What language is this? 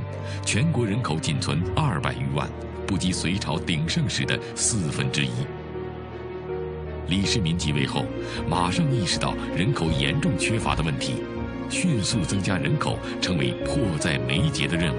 Chinese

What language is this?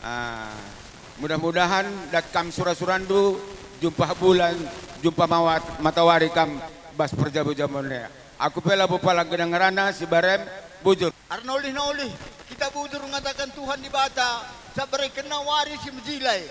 Batak Karo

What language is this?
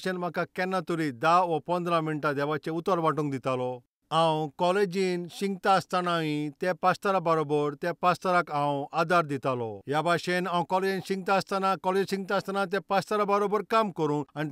Konkani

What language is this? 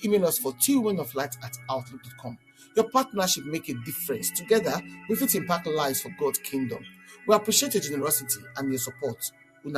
Nigerian Pidgin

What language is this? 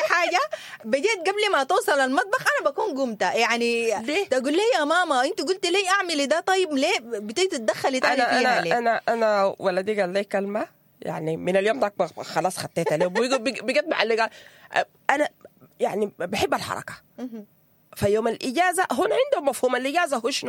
Sudanese Arabic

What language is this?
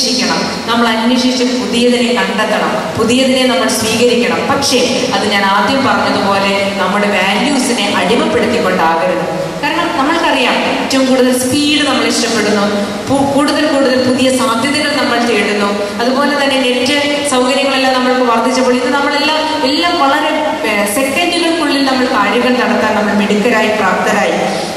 Malayalam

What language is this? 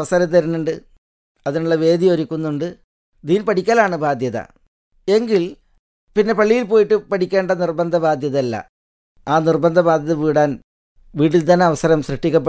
Malayalam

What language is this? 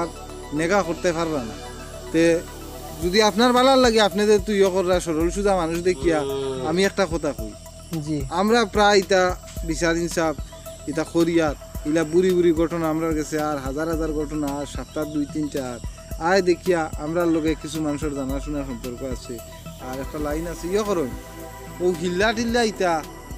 Sylheti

